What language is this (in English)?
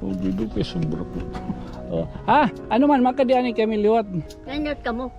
Waray